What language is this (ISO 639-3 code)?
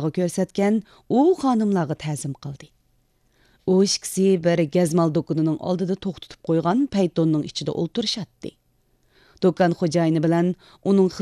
uig